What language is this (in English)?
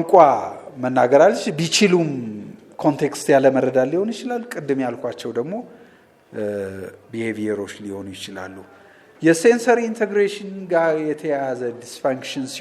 Amharic